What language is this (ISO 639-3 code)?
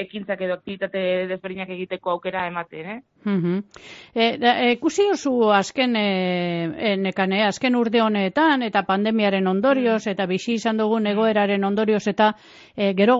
eus